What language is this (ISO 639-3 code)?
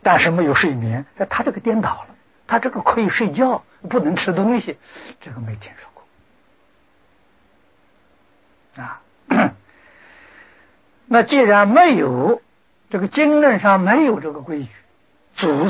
zho